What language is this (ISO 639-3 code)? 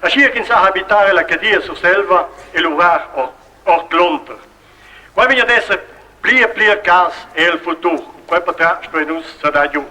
roh